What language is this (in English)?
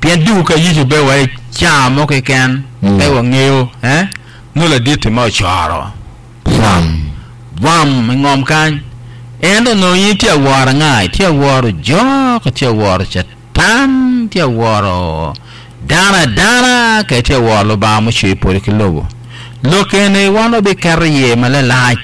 Acoli